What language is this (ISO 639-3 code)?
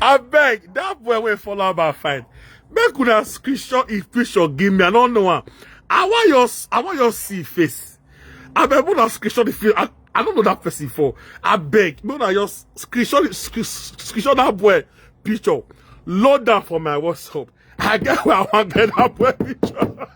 pcm